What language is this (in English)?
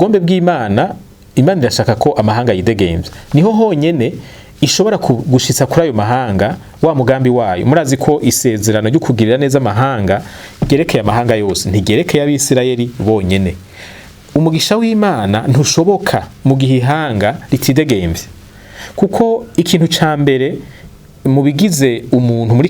Rundi